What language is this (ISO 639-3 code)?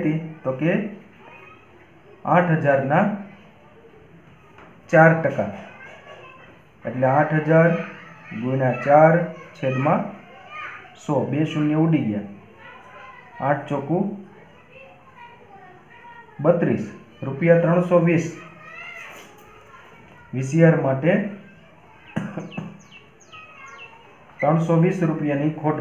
guj